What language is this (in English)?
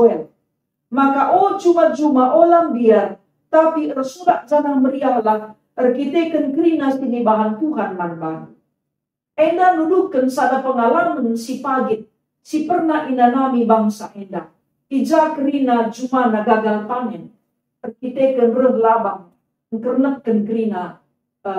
Batak Karo